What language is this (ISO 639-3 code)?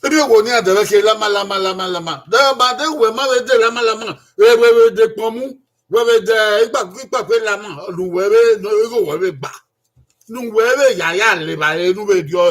bin